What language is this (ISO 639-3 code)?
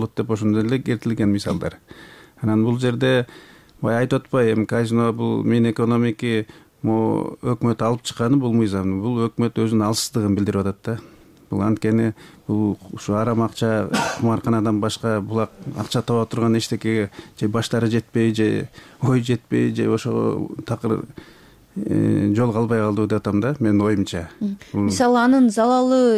kir